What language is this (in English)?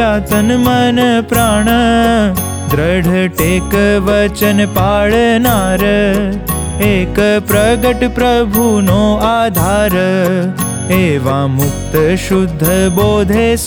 Gujarati